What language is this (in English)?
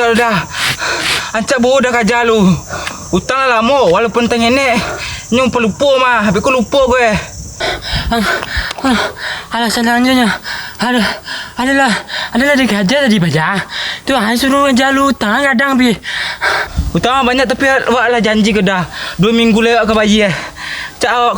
Minangkabau